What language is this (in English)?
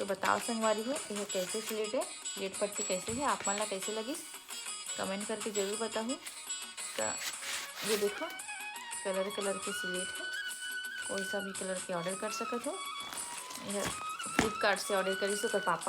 Chhattisgarhi